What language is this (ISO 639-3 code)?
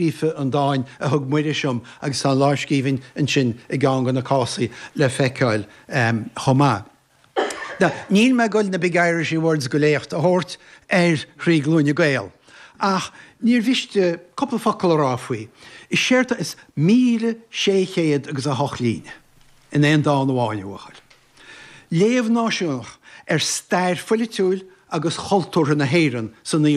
gle